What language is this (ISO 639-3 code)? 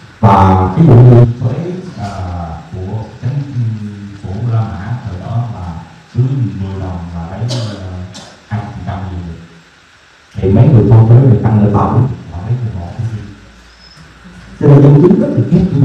vie